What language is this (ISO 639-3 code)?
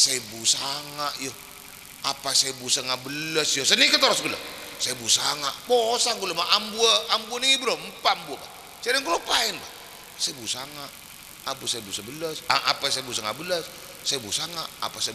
mad